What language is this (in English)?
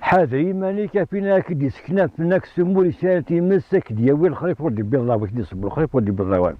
Kabyle